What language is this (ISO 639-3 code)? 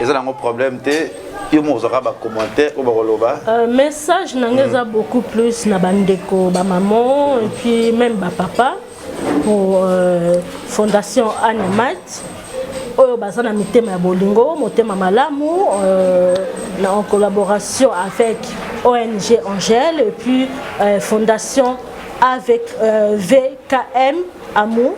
lin